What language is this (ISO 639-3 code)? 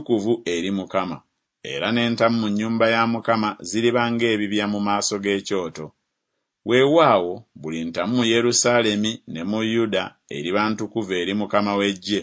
lug